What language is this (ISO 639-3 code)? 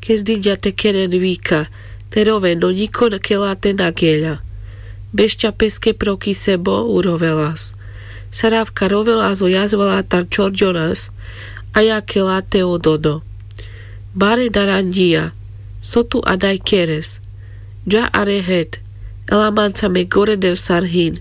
rmc